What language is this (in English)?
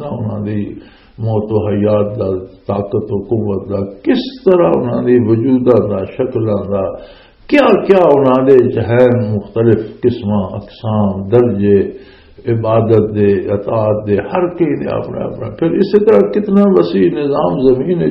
Western Panjabi